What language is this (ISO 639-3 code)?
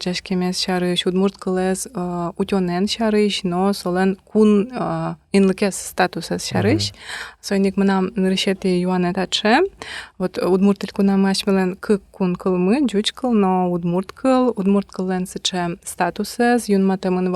udm